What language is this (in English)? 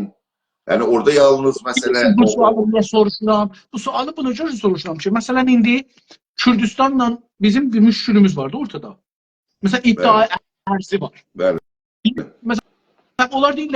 South Azerbaijani